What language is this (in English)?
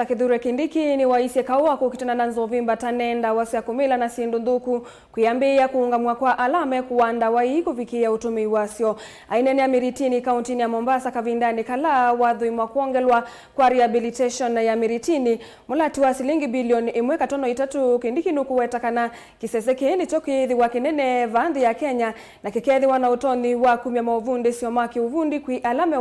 Kamba